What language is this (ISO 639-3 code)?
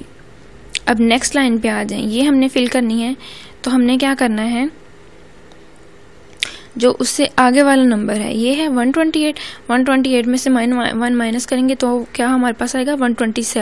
hin